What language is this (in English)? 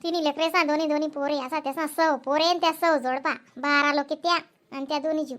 Khandesi